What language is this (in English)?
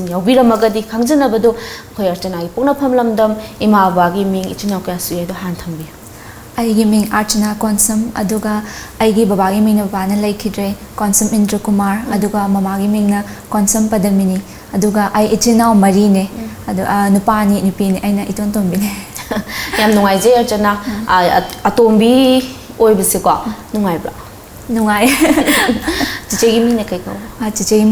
Manipuri